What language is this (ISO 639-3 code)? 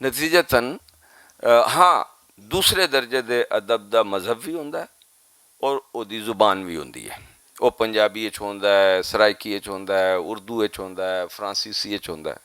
lah